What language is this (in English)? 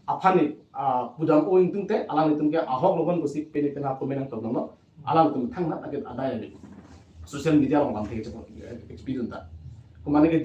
Karbi